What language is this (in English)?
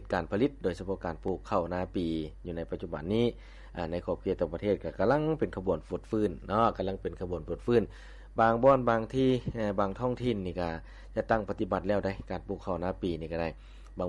Lao